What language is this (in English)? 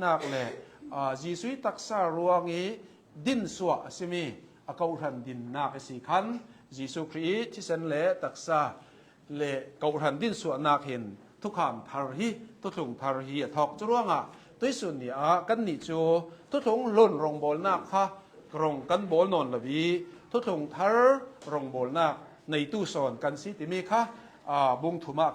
Hakha Chin